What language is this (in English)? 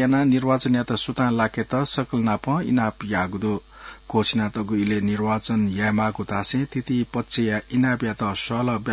Newari